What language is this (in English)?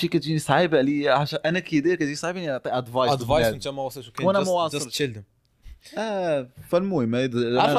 Moroccan Arabic